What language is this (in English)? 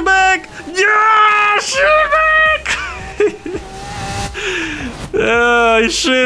Polish